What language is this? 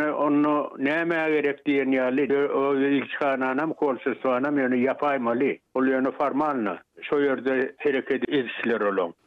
Turkmen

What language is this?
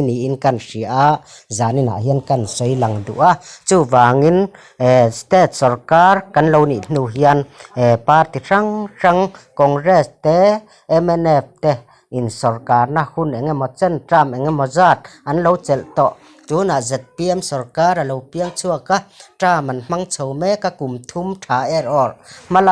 Mizo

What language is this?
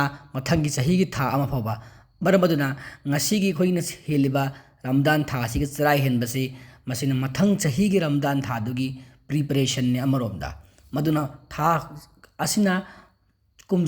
Manipuri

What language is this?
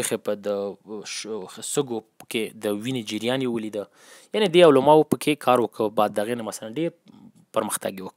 Pashto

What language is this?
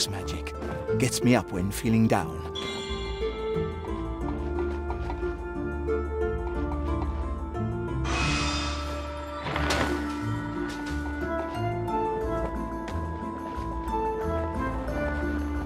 English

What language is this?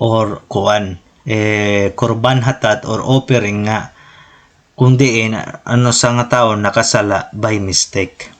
Waray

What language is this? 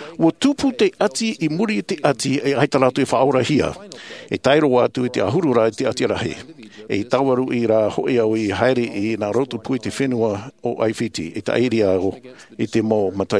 Tahitian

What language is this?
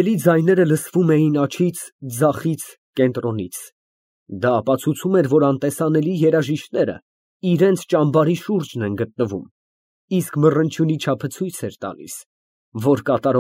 Armenian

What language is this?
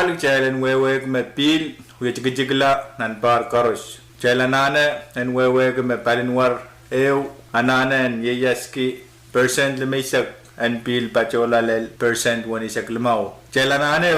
Pohnpeian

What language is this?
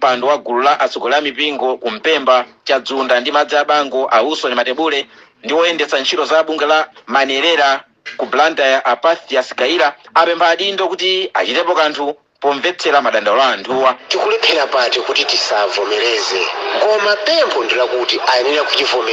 Nyanja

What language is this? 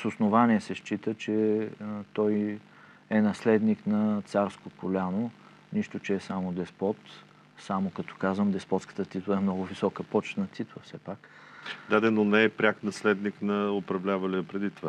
Bulgarian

